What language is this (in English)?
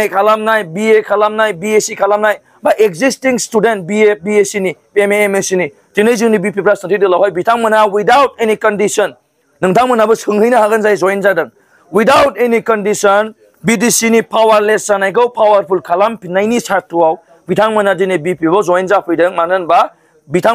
Bodo